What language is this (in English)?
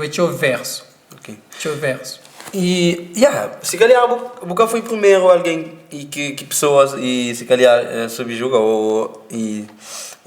Kabuverdianu